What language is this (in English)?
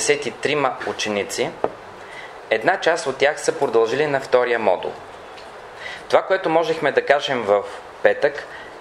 Bulgarian